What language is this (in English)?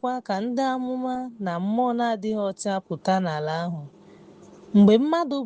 Igbo